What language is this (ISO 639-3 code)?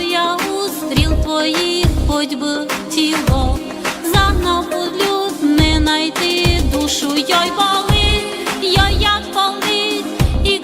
rue